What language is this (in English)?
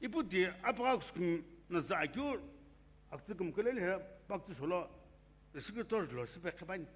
Sumi Naga